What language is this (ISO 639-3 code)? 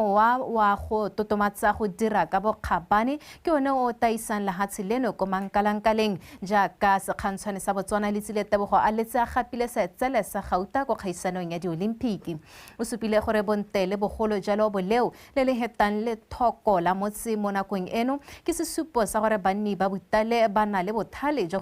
tsn